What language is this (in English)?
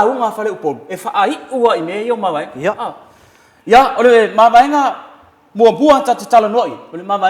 Samoan